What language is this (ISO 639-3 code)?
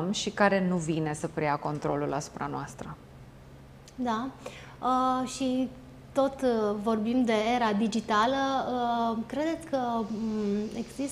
ron